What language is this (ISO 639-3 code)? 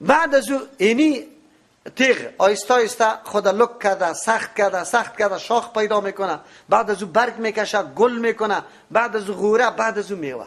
fas